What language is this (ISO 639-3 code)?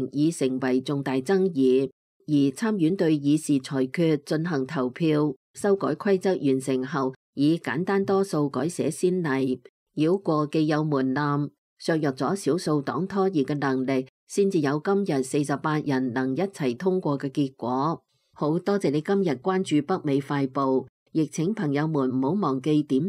yue